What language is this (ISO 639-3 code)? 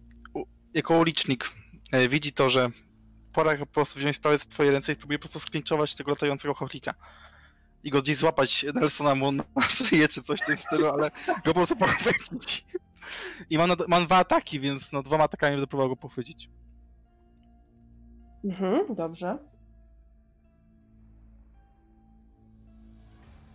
pol